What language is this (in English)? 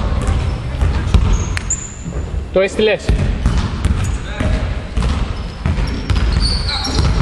Greek